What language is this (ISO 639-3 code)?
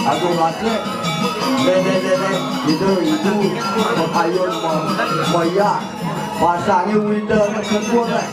ban